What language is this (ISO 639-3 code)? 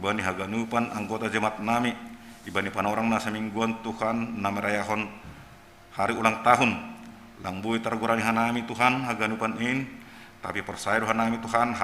bts